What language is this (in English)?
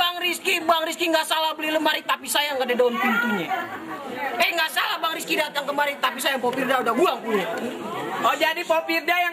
Betawi